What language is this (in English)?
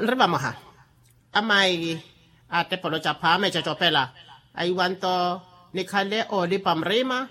Makhuwa